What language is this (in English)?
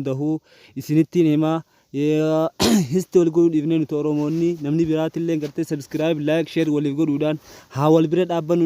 Oromo